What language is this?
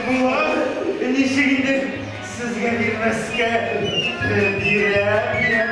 Tatar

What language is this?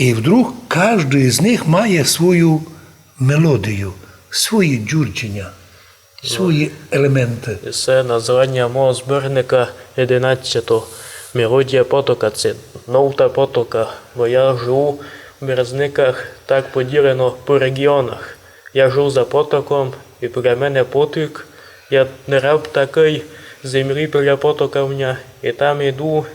Rusyn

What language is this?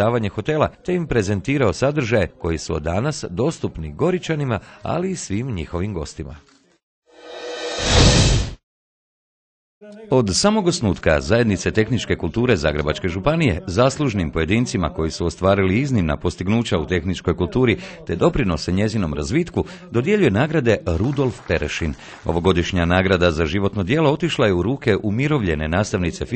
Croatian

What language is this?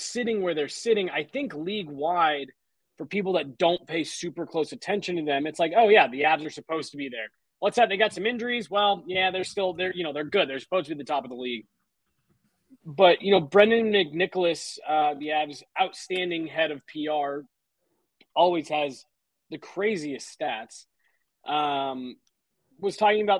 English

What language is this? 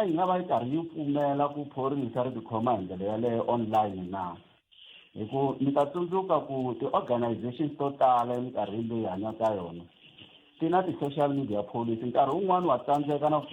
Tsonga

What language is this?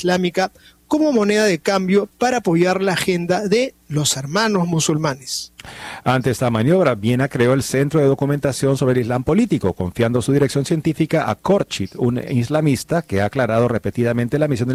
Spanish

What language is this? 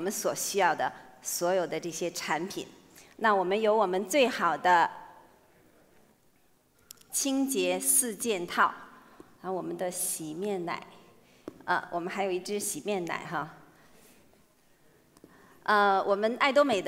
Chinese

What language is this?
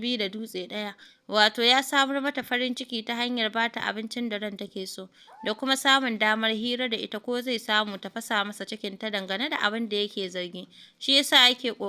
Hausa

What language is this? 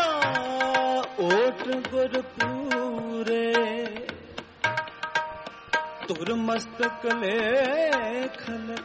Punjabi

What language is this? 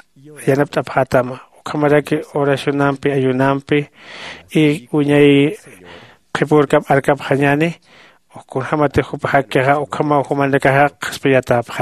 Aymara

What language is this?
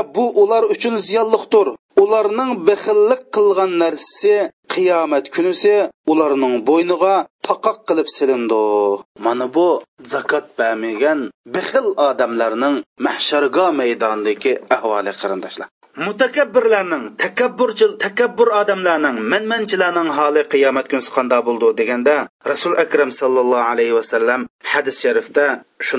Uyghur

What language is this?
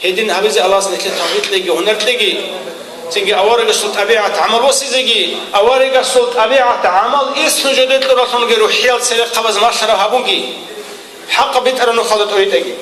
Avaric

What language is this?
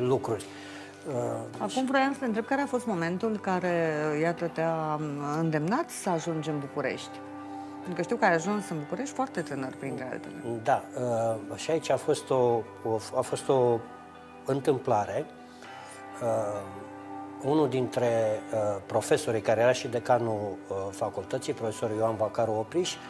Romanian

